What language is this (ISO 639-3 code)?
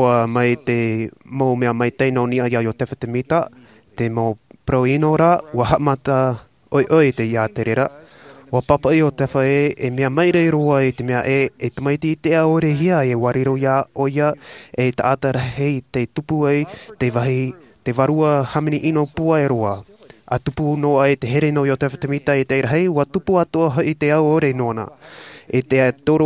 tah